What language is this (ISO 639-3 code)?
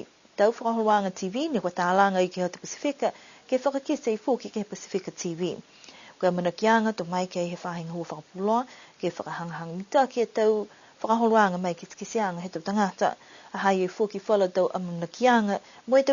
niu